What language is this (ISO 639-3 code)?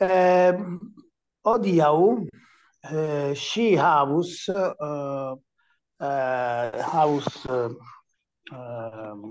epo